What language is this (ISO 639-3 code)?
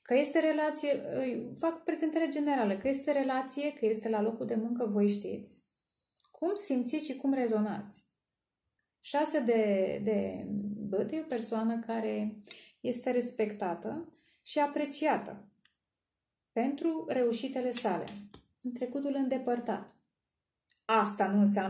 ron